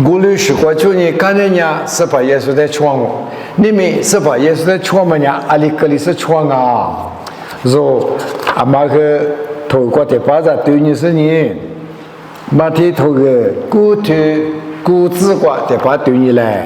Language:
Lisu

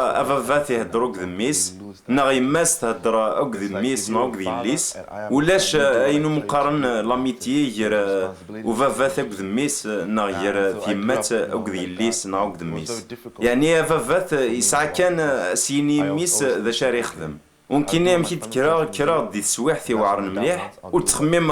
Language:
Kabyle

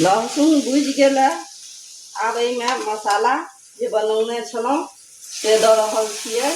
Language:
Maithili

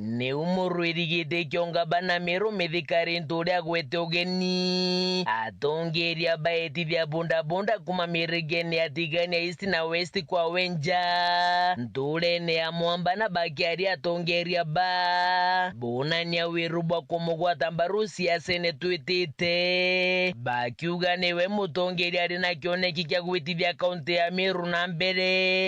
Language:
Meru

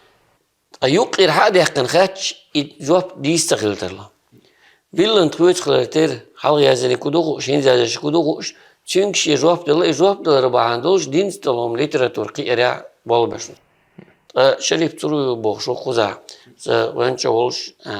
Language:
Chechen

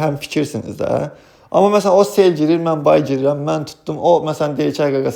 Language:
Azerbaijani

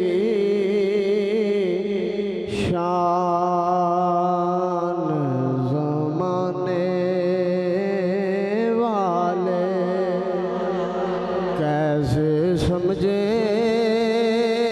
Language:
Urdu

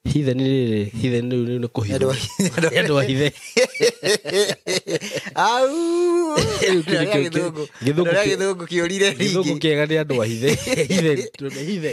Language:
Kikuyu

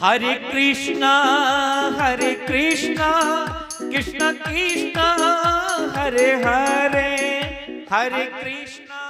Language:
Dogri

